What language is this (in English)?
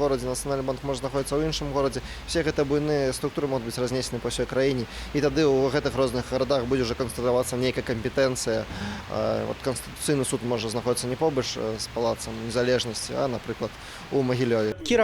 Belarusian